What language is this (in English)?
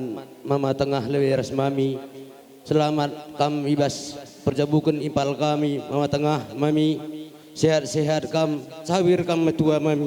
Batak Karo